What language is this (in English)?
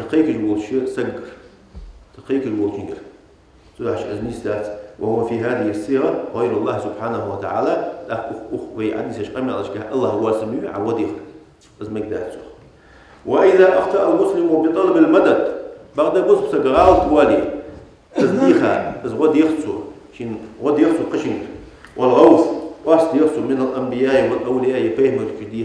Ingush